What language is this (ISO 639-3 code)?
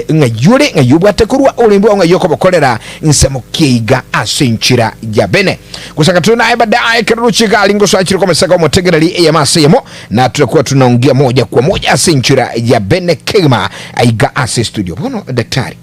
guz